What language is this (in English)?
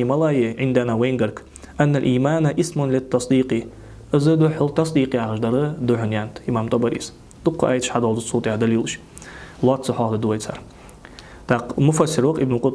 Ingush